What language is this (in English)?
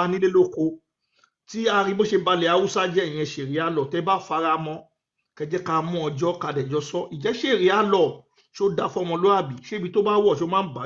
Yoruba